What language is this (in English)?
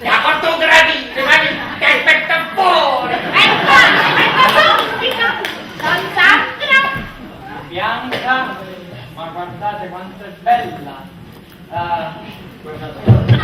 Neapolitan